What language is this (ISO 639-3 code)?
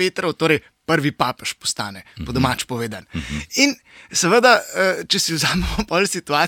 slv